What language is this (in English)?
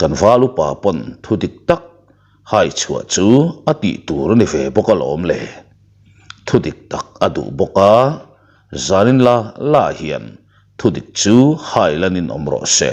Mizo